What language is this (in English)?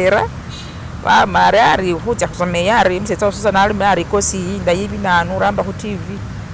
Masaaba